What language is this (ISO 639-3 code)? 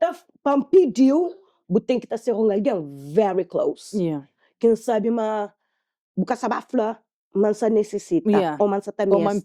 kea